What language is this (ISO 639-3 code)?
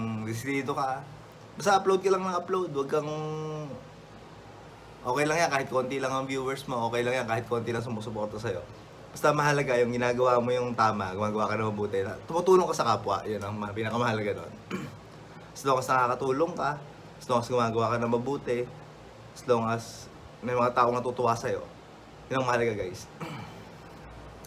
fil